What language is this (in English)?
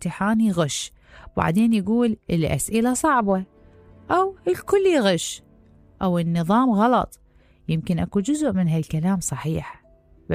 Mesopotamian Arabic